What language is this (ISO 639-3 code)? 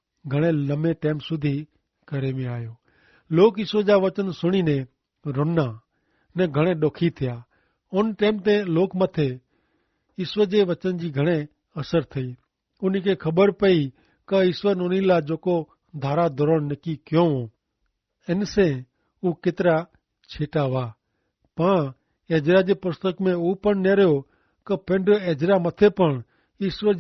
kfr